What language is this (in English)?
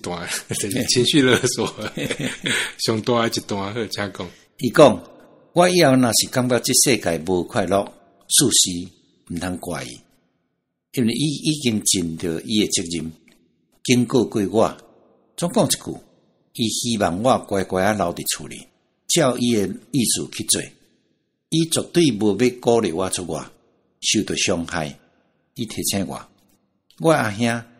Min Nan Chinese